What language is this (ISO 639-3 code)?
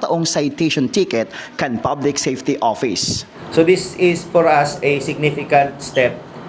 bik